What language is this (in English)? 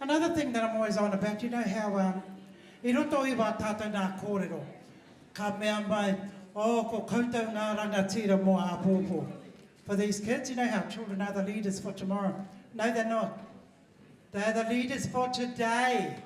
Māori